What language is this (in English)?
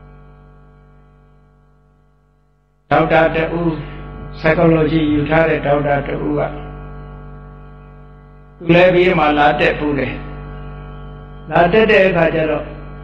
Burmese